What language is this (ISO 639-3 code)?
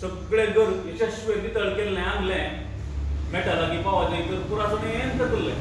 kok